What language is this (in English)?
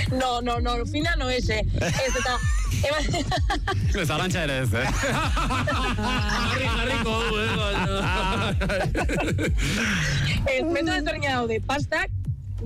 Basque